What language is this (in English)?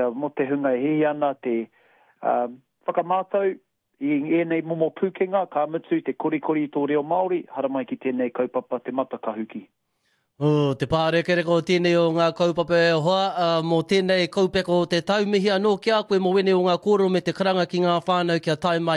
Māori